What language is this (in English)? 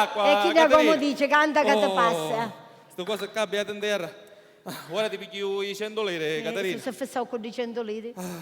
Sicilian